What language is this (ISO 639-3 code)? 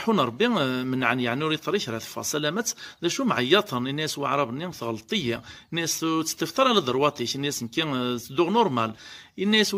kab